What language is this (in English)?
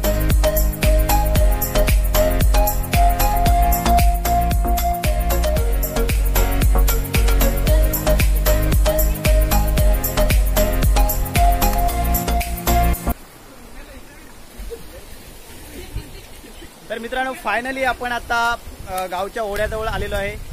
Marathi